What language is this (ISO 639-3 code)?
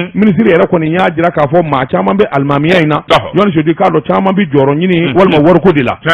bam